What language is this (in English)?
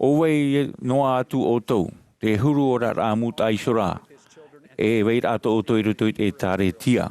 Tahitian